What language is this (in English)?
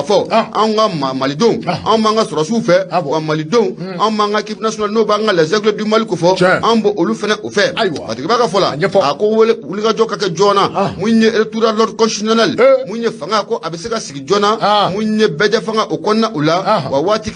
Bambara